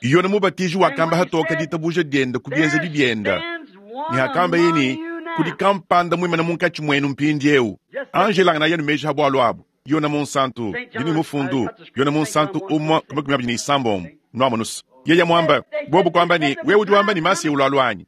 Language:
Luba-Lulua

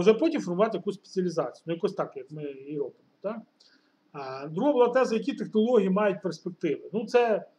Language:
Ukrainian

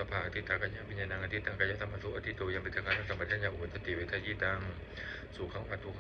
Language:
Pali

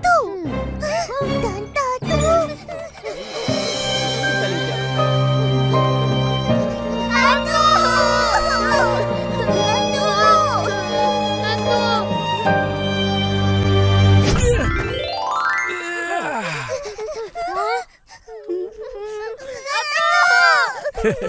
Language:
Malay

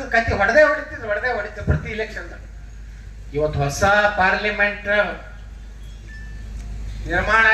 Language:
Kannada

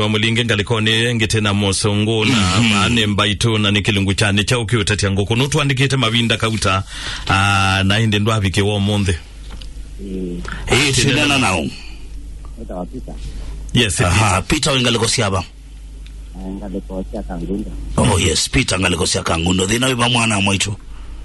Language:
Kamba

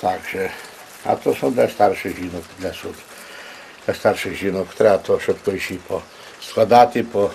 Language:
Rusyn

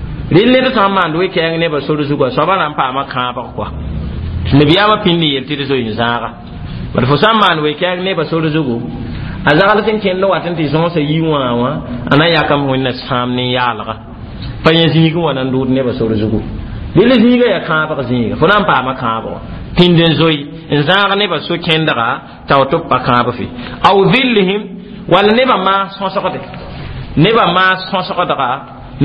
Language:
Mossi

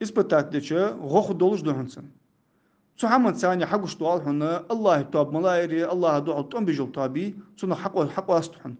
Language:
Ingush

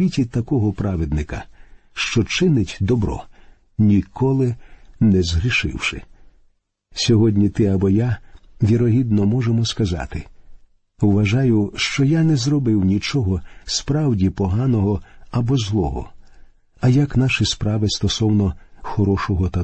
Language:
Ukrainian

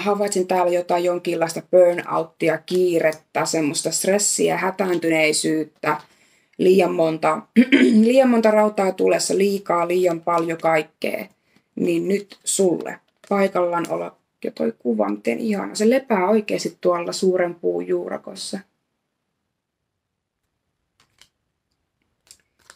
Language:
Finnish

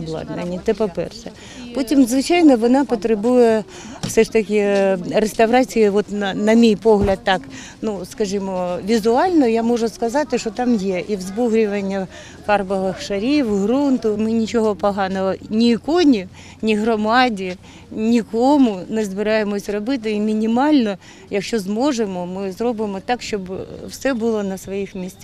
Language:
Ukrainian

